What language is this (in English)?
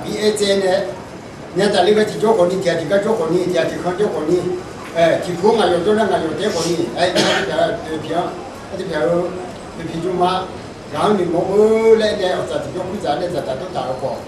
Akha